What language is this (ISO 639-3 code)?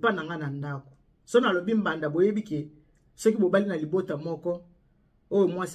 lin